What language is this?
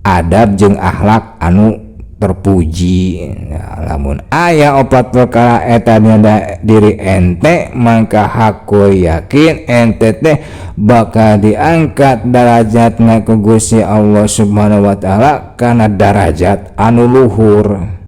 Sundanese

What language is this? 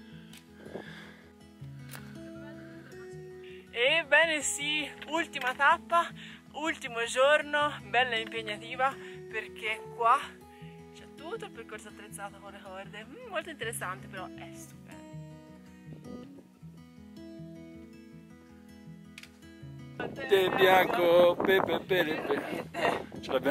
Italian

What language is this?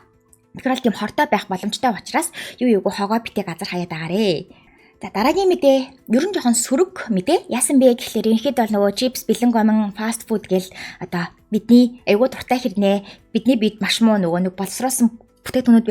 Mongolian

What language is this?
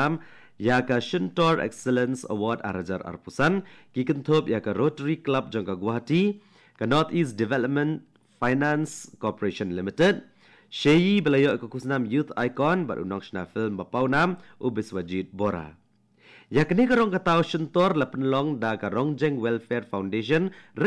Khasi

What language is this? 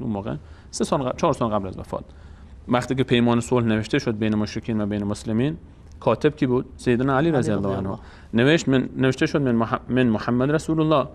Persian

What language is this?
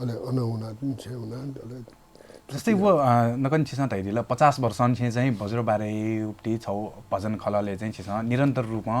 Newari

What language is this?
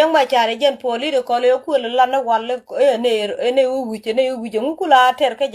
Nuer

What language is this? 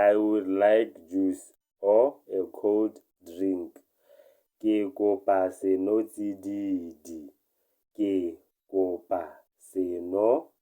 Tswana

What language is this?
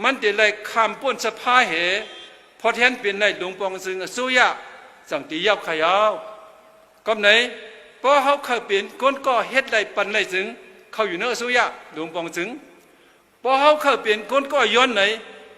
Shan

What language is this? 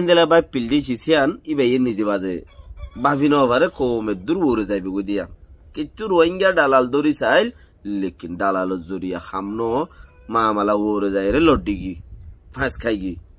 Rohingya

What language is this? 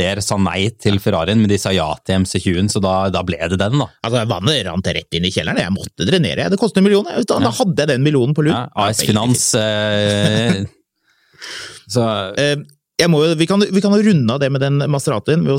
Norwegian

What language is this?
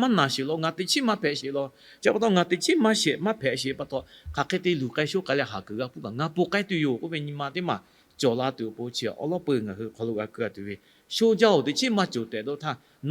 Lahu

